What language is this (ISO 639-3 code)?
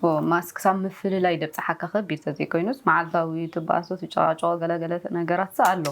tir